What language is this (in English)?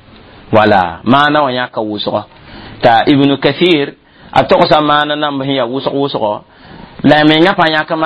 Mossi